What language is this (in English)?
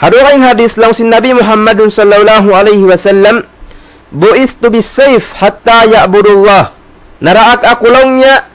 Tausug